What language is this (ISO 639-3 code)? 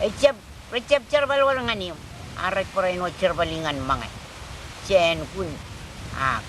mah